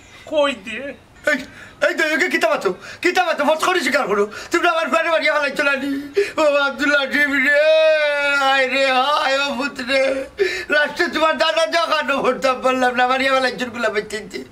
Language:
Sylheti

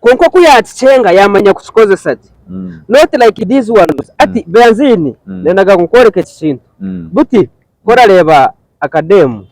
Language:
Nyankole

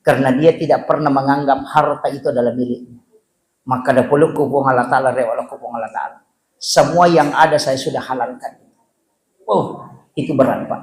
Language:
Buginese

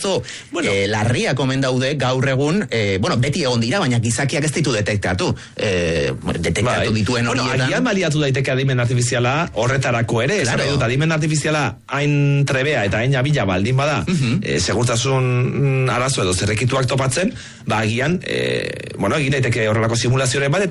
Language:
Basque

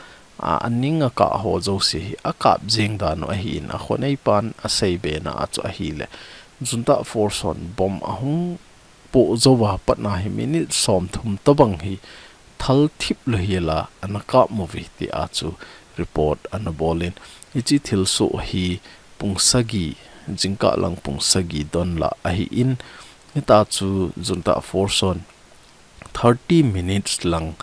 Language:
Thado Chin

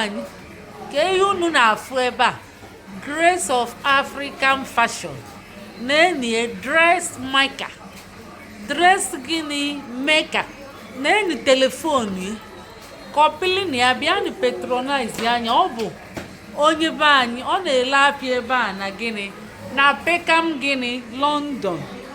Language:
Igbo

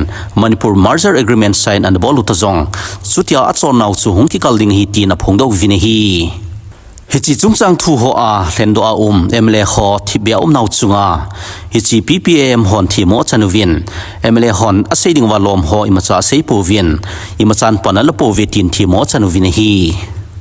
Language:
Thado Chin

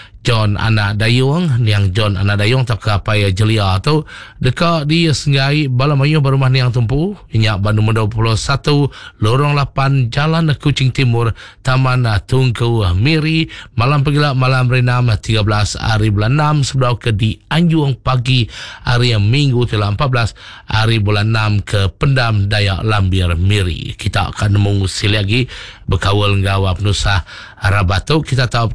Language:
Iban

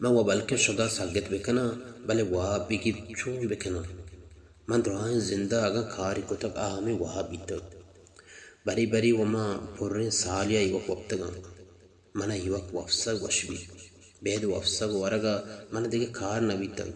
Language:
Baluchi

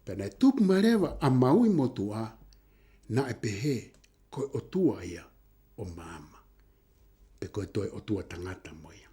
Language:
Tongan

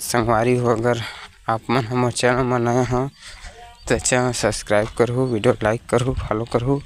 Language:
Chhattisgarhi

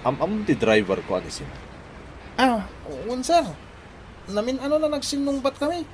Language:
Iloko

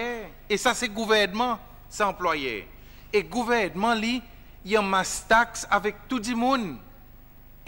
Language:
Seselwa Creole French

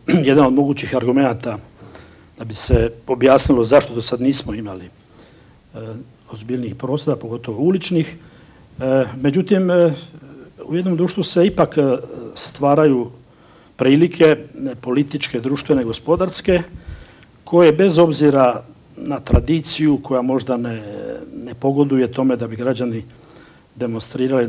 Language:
Croatian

